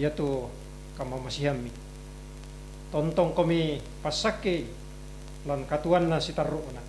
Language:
Toraja-Sa'dan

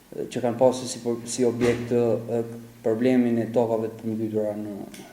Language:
Albanian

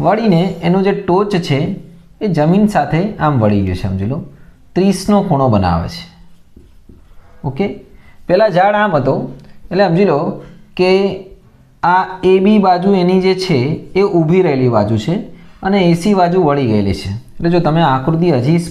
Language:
Gujarati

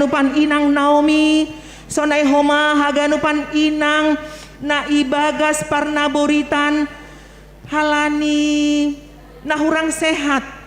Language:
Batak Simalungun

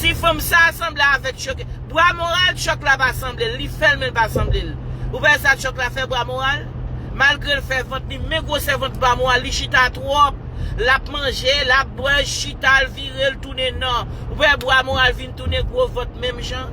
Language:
Haitian Creole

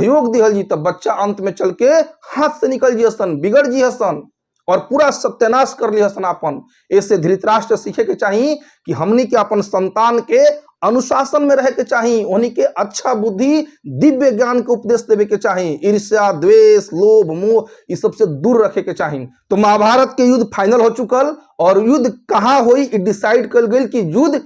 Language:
Bhojpuri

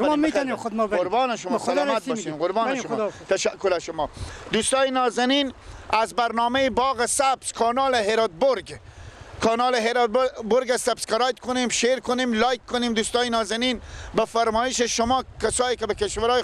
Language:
Persian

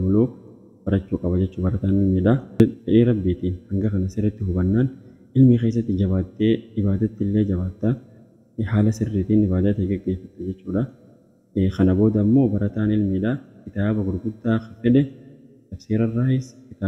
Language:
Oromo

